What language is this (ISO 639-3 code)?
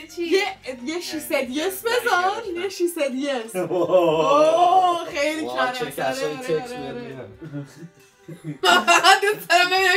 fas